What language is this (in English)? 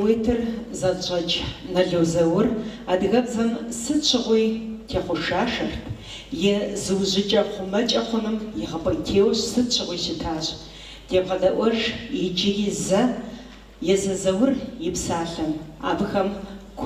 Kabardian